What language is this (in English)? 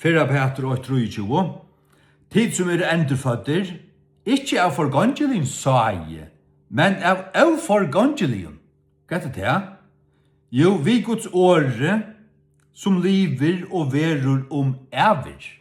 Faroese